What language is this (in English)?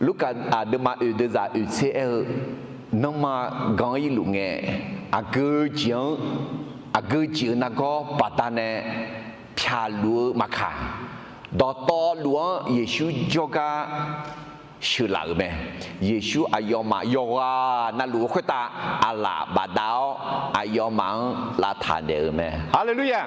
Akha